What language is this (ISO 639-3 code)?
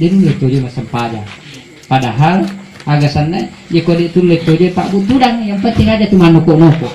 bug